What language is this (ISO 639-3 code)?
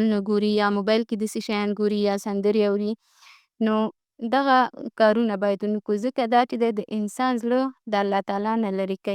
pus